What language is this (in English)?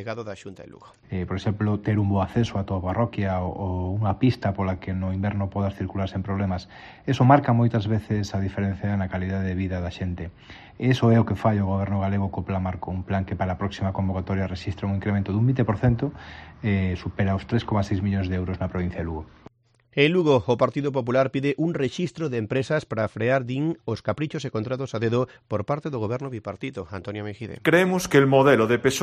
Galician